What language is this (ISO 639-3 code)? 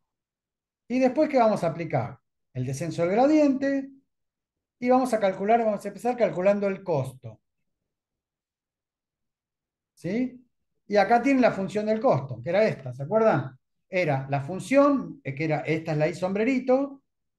spa